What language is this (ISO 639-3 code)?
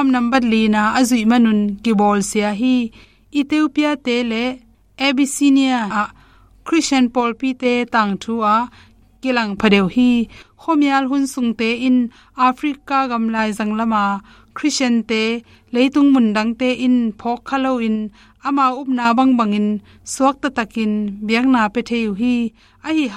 ctd